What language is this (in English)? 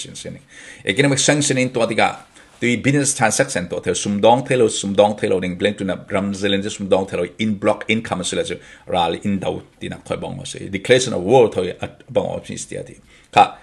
Falam Chin